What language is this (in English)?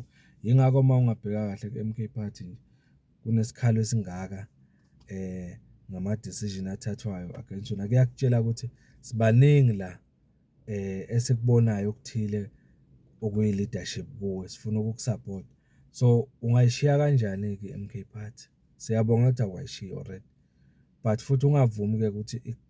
Zulu